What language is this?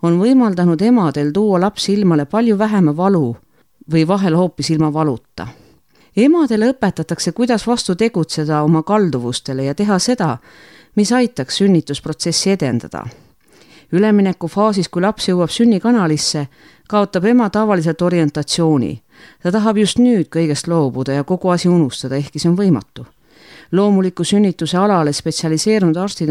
Estonian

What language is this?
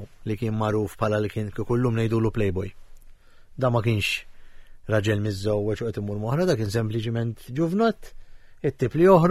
Maltese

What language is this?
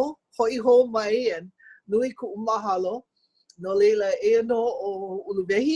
Hawaiian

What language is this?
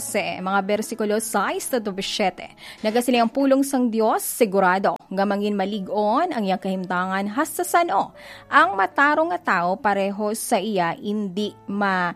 Hiligaynon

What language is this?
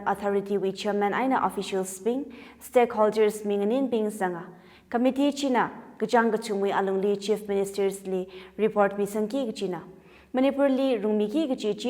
Tangkhul Naga (India)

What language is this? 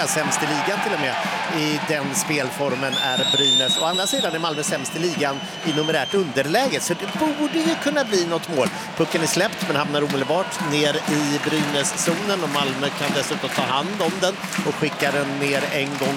Swedish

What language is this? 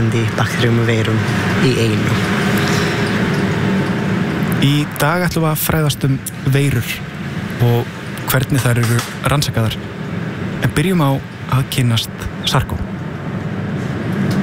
Icelandic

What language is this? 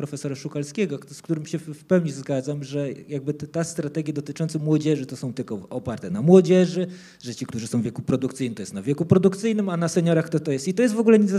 Polish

